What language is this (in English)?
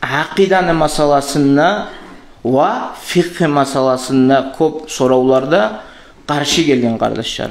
Kumyk